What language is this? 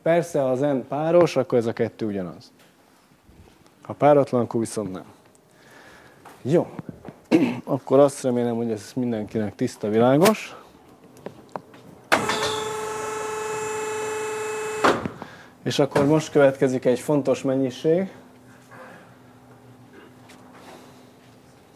Hungarian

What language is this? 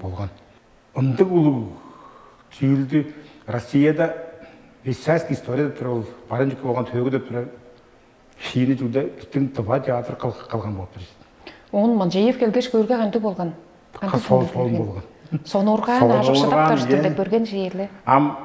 Tuvinian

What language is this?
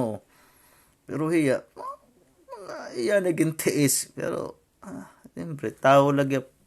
Waray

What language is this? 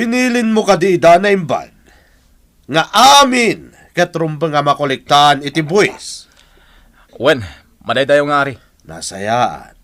Iloko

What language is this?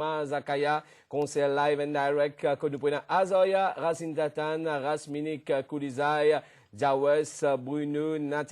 Morisyen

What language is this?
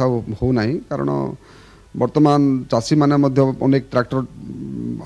Odia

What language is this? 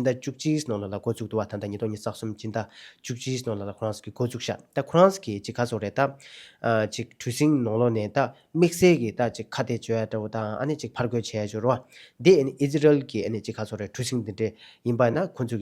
Tibetan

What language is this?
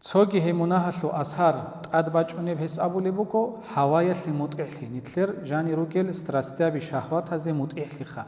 Avaric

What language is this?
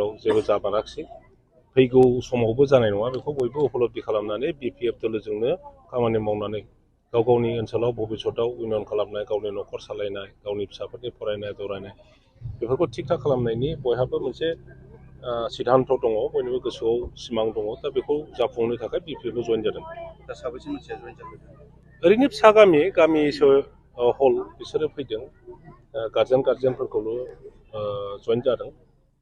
Bodo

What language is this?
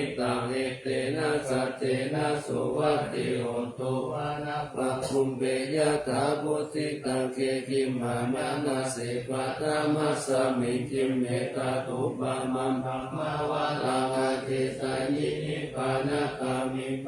Pali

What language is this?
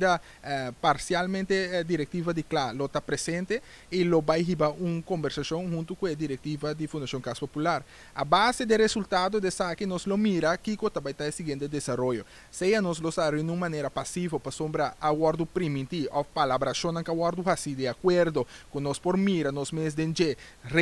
Papiamento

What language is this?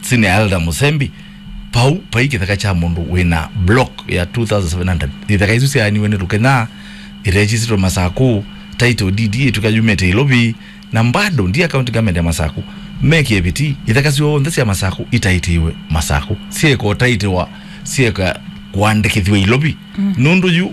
Kamba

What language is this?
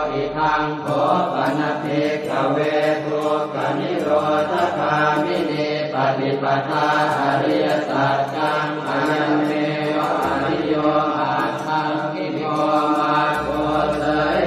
Pali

